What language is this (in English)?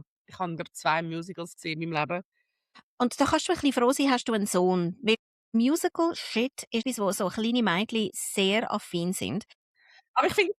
Swiss German